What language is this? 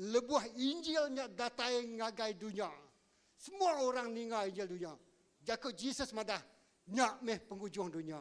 Iban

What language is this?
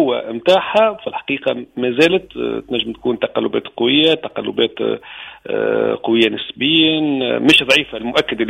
Tunisian Arabic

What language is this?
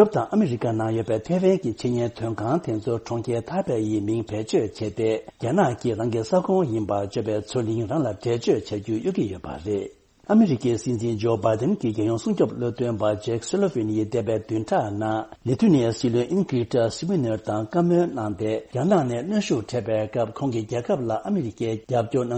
Tibetan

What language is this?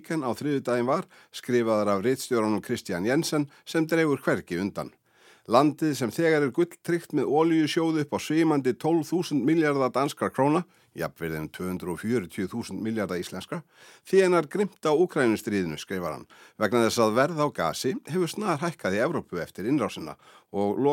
Icelandic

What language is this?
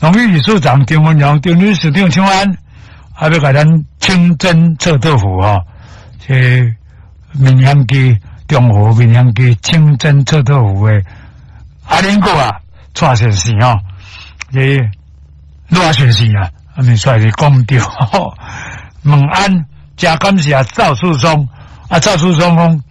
Min Nan Chinese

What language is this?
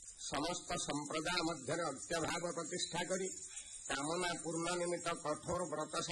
Odia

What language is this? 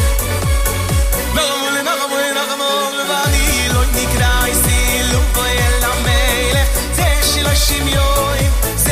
Hebrew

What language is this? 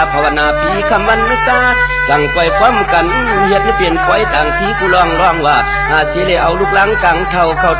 Shan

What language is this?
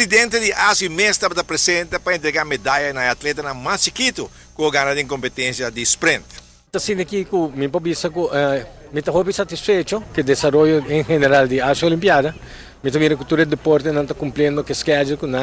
Papiamento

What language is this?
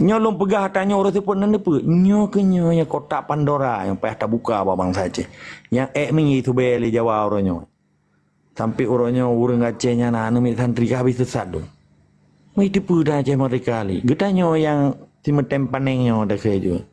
Achinese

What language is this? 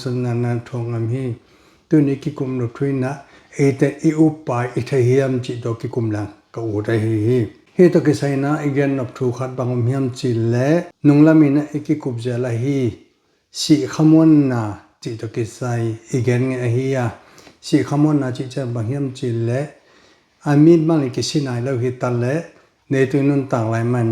Tedim Chin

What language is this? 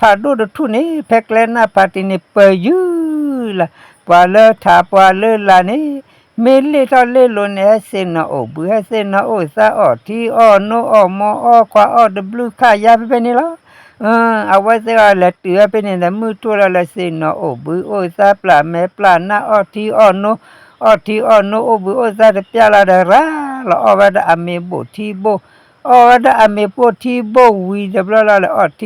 S'gaw Karen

